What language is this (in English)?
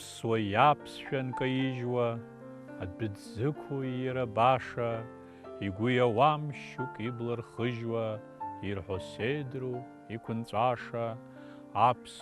Abkhazian